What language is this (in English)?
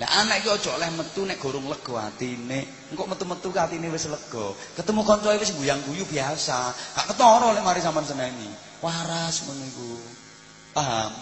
Javanese